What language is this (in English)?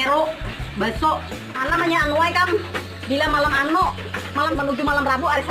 Banjar